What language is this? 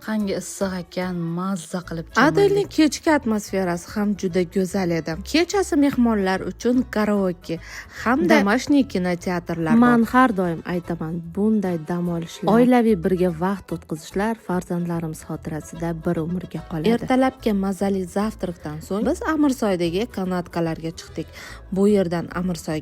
Uzbek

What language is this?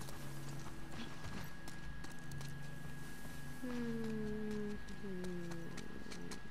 Swedish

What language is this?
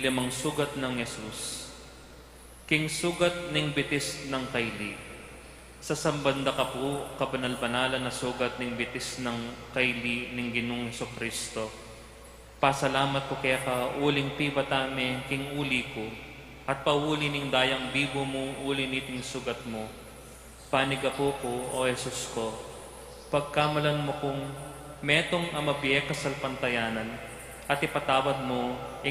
Pampanga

